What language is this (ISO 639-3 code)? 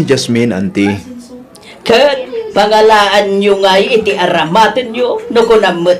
ilo